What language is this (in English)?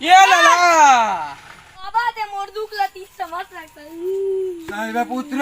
Chhattisgarhi